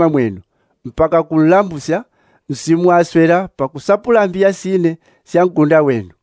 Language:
Yao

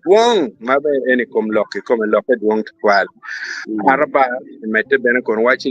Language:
Acoli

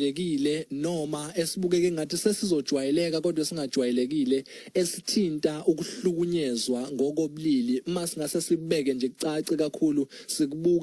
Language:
Zulu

